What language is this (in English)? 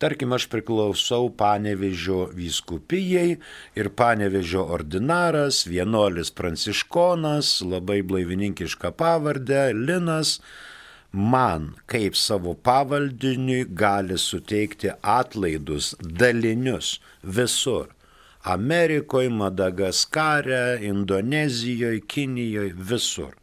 Lithuanian